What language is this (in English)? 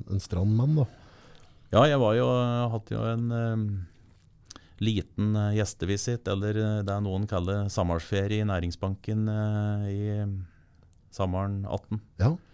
Norwegian